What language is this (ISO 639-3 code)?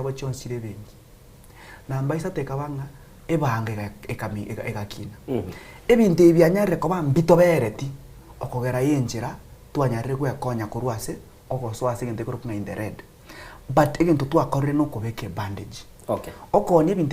guz